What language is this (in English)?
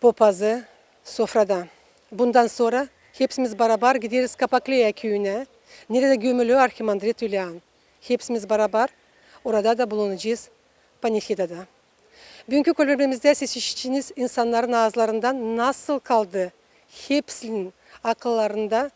Gagauz